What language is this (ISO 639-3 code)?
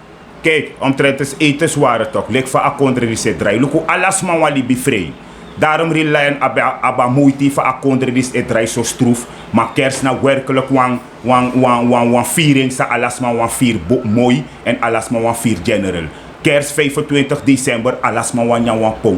srn